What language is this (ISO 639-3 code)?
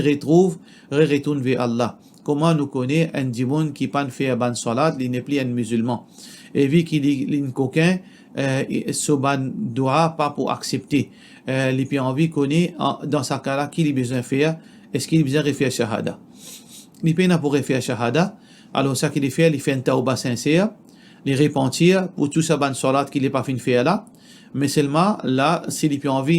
mfe